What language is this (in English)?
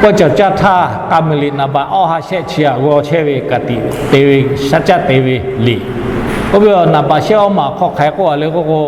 Lahu